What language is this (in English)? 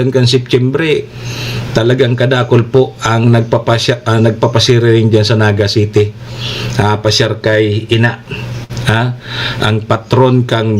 Bikol